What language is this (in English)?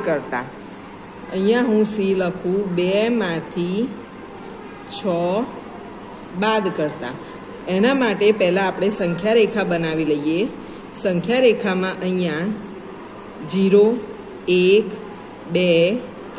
Gujarati